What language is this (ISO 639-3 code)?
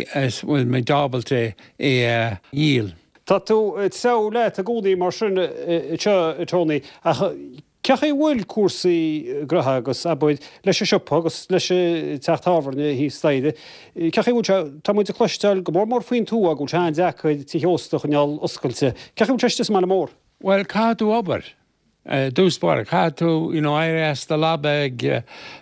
gle